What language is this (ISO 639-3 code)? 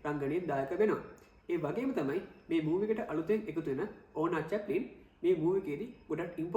sin